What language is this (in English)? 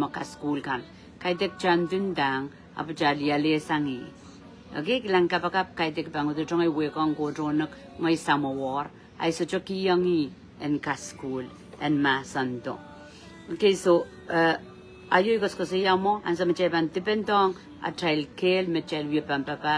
Pohnpeian